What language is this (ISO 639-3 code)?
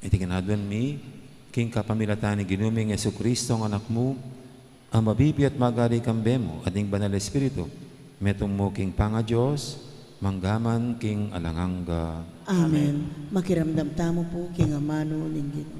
pam